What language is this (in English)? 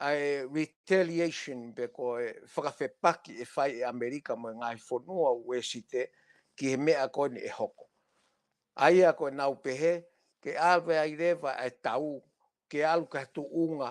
Tongan